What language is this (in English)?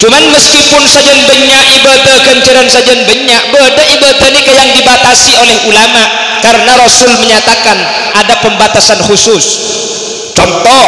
Madurese